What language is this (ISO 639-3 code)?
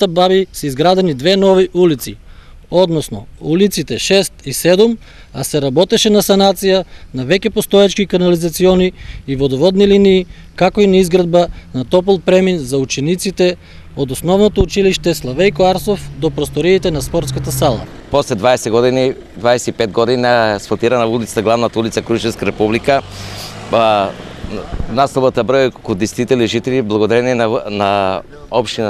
mkd